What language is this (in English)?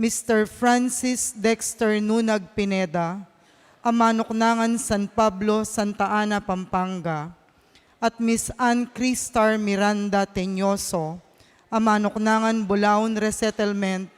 Pampanga